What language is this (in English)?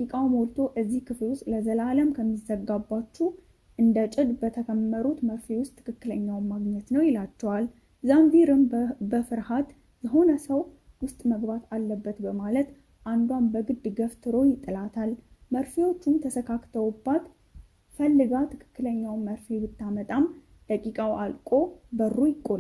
Amharic